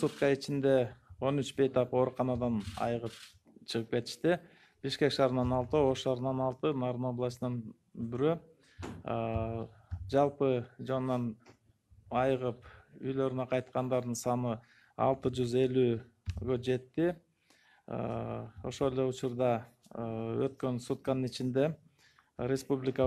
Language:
Kyrgyz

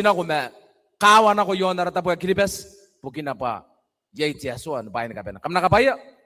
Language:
Gilbertese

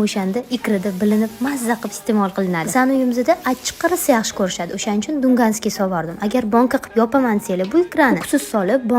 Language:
Uzbek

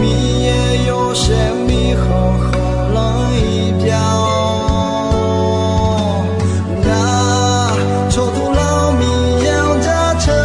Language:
Akha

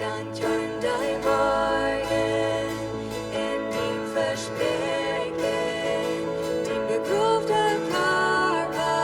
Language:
Plautdietsch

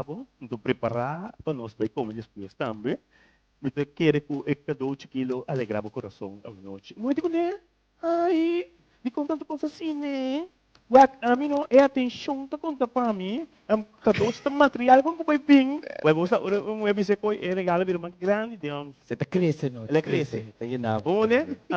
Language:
Papiamento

